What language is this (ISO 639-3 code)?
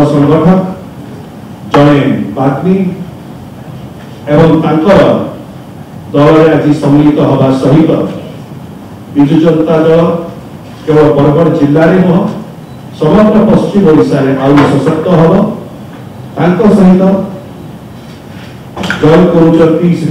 ori